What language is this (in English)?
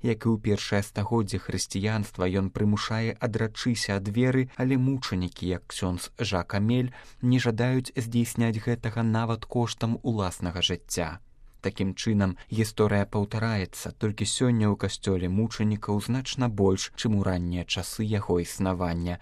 Belarusian